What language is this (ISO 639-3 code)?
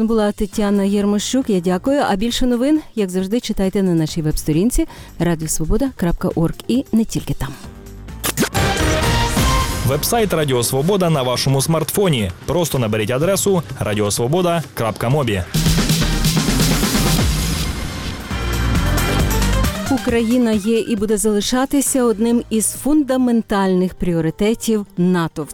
ukr